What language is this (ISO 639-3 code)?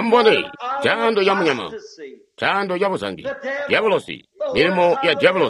toi